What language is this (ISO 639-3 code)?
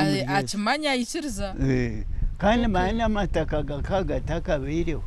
nyn